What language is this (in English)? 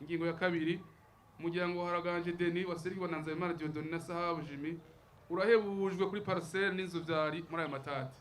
Rundi